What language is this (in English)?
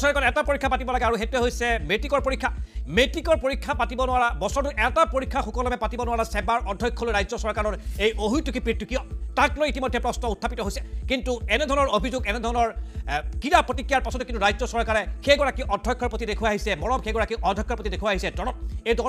Assamese